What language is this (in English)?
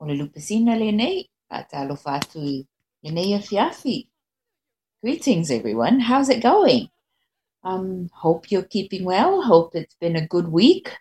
Samoan